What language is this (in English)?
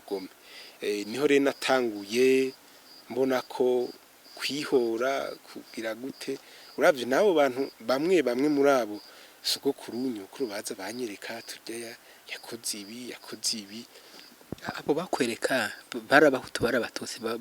Rundi